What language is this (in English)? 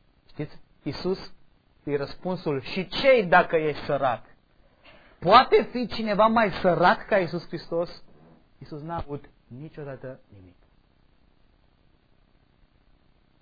Romanian